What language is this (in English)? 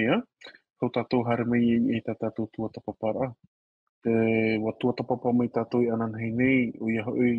Tahitian